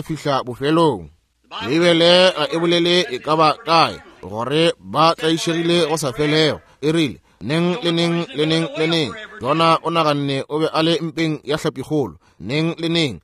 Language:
Northern Sotho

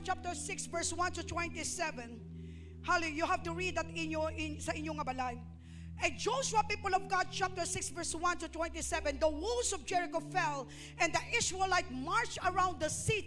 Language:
Hiligaynon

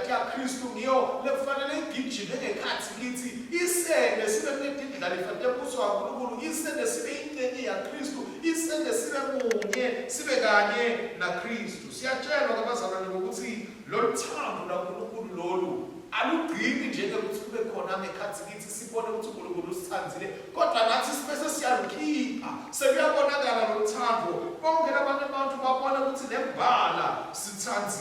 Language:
Swati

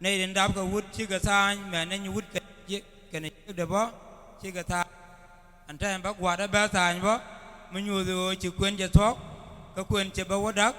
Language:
Nuer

